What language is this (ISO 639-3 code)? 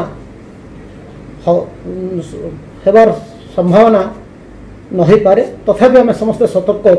ori